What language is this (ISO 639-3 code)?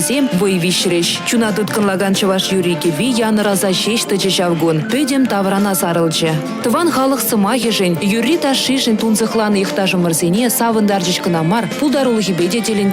chv